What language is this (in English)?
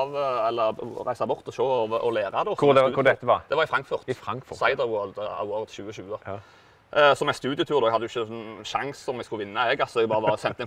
Norwegian